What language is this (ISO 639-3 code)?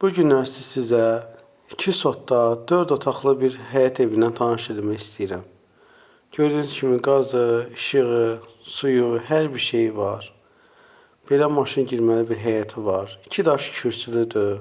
aze